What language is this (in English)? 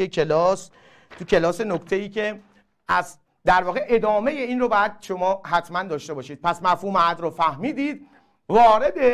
Persian